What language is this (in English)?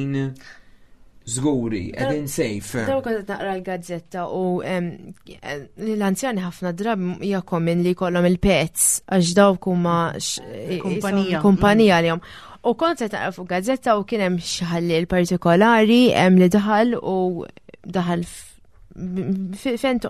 Maltese